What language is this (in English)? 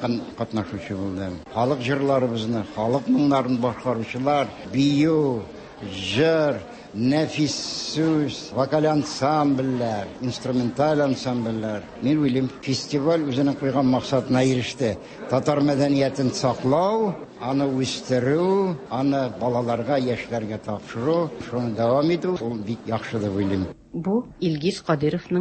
Tatar